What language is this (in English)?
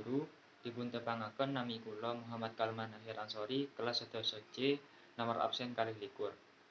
Javanese